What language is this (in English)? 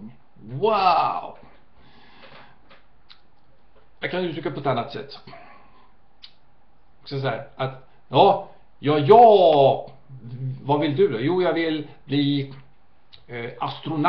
Swedish